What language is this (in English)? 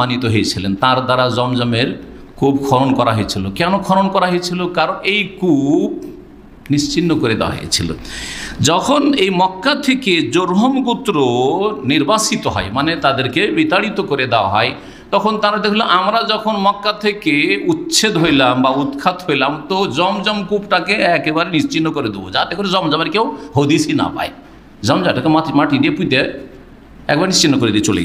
Bangla